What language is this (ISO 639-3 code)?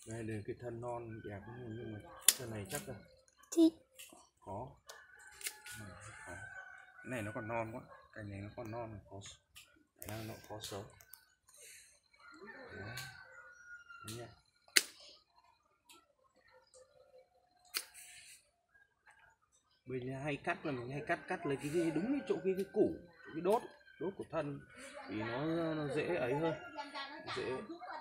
vie